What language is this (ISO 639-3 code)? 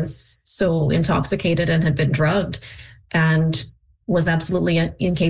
eng